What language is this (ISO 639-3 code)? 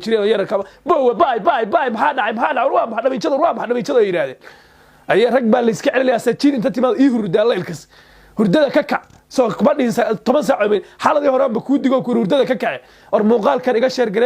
som